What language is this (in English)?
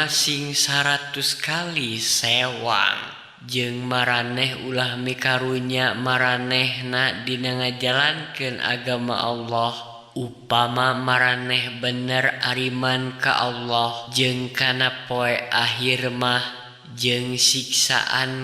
Sundanese